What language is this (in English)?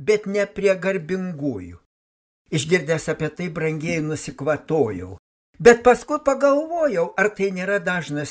Lithuanian